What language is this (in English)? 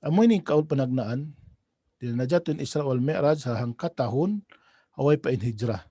Tausug